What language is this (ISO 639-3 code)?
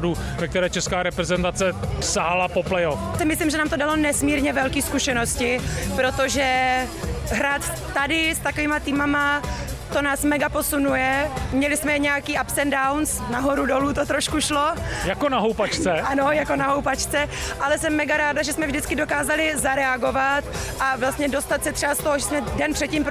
ces